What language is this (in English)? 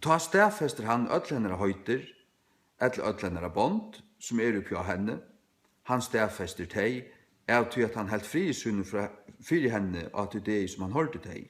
Faroese